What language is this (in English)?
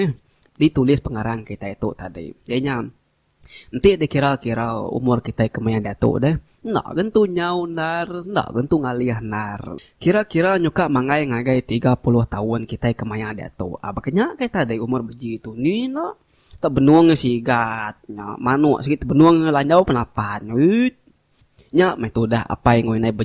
Iban